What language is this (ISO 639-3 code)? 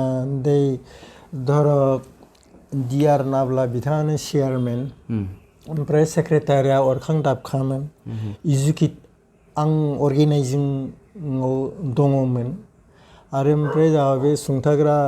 brx